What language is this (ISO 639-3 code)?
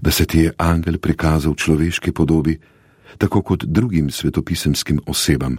slv